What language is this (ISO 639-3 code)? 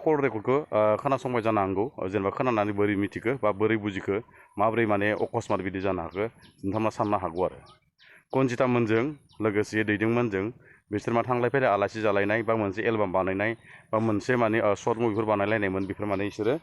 brx